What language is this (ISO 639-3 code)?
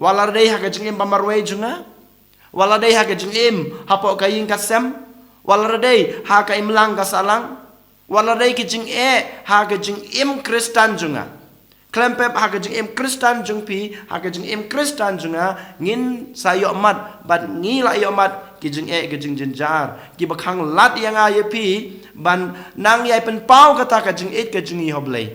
kha